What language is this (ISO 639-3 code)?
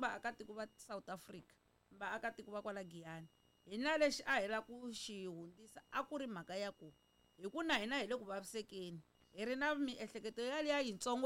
tso